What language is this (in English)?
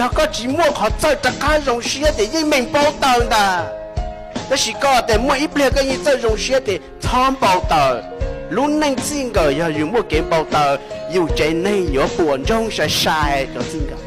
Hmong